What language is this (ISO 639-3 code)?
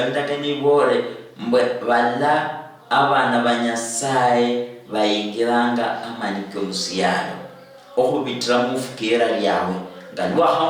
luy